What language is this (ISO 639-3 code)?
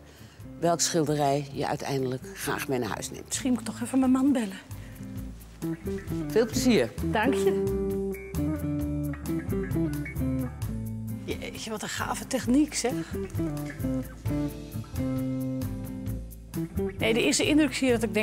nld